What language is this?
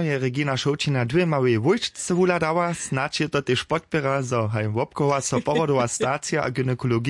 Upper Sorbian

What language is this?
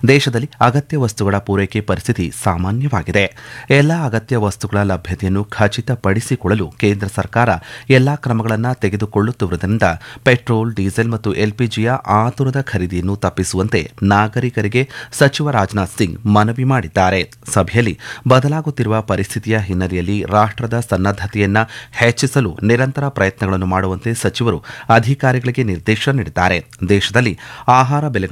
Kannada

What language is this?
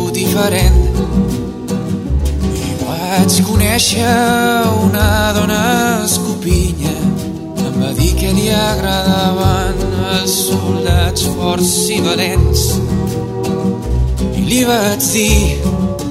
Catalan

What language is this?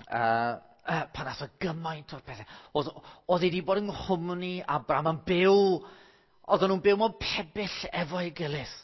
Welsh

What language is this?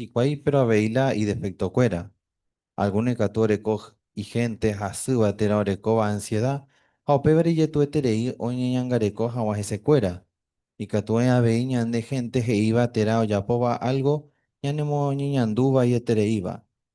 Guarani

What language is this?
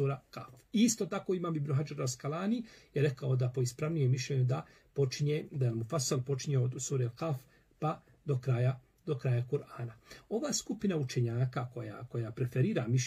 Bosnian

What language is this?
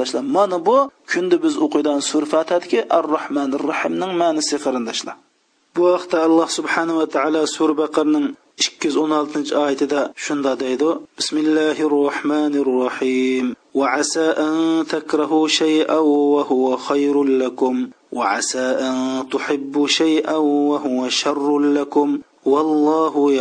Uyghur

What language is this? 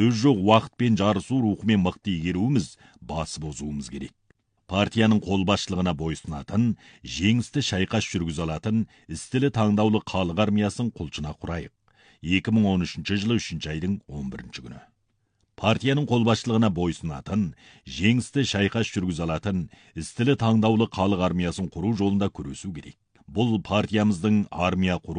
Kazakh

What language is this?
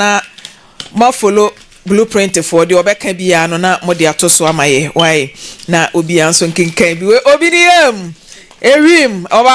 Akan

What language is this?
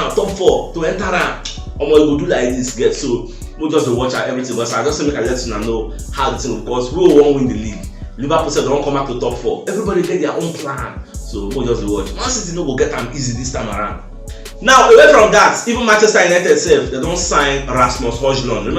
Nigerian Pidgin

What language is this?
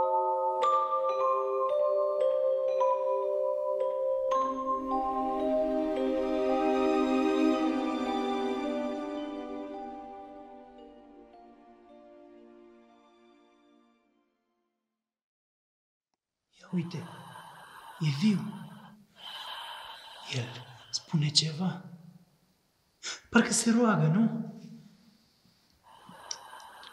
Romanian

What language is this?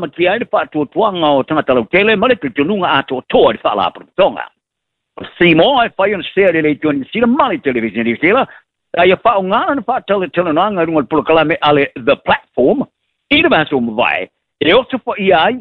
Samoan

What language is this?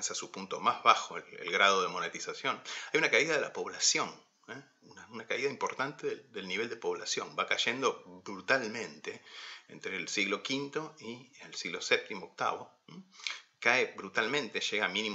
Spanish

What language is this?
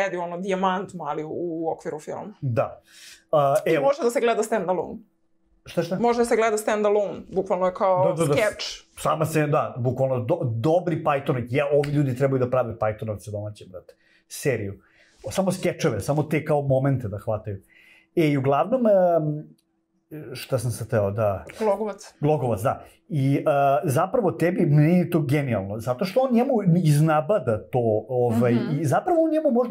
Serbian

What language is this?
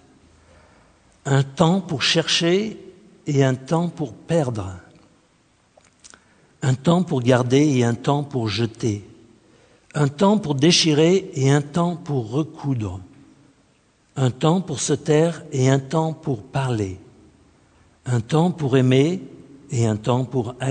French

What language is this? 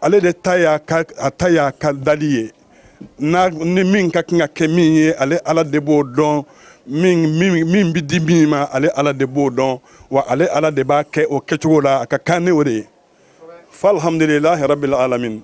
Bambara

